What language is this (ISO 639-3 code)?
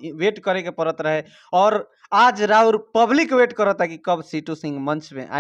bho